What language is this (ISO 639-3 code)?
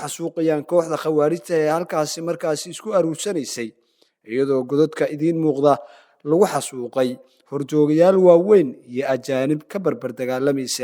som